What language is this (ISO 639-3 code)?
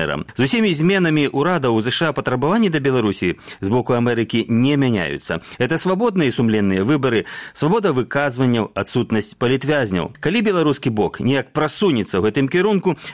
bel